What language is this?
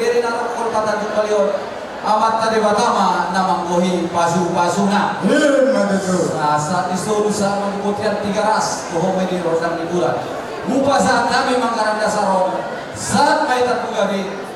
Batak Toba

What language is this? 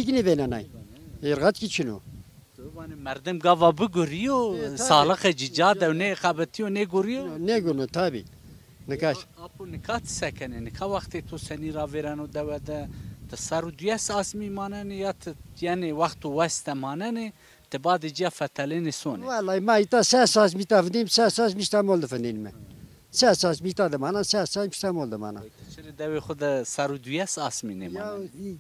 Zaza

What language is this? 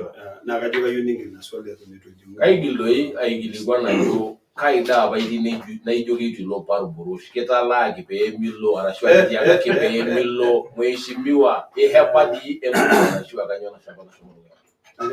Masai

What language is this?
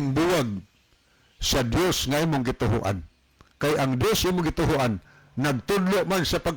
Cebuano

